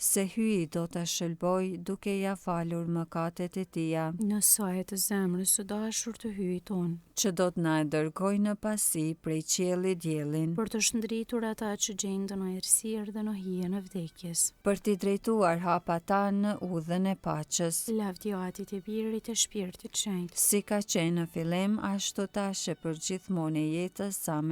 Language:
Albanian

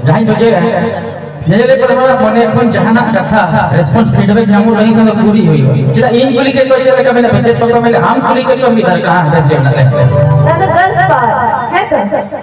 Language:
Santali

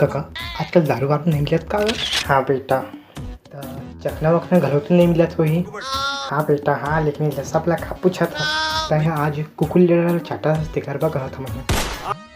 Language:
Chhattisgarhi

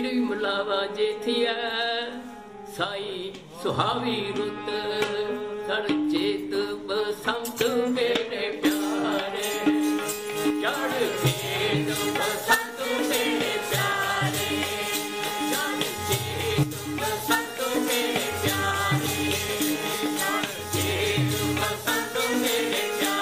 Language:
Punjabi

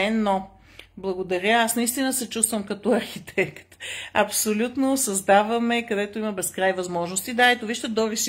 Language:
Bulgarian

